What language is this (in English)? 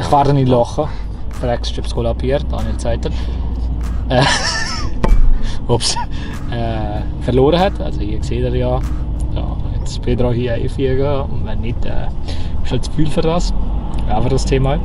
Swiss German